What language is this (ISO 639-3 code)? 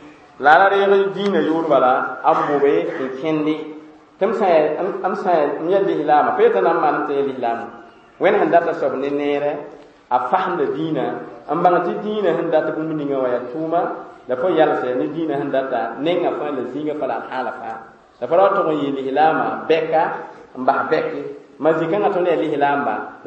mos